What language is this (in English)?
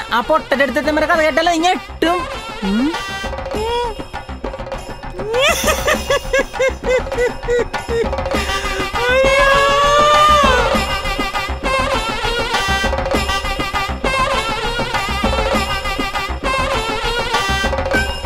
Malayalam